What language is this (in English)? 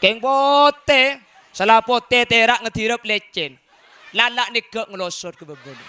Madurese